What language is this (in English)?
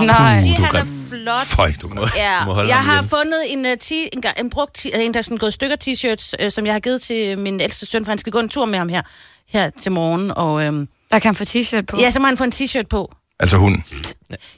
Danish